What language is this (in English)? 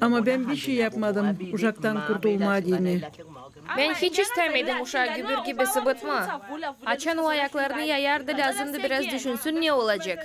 Gagauz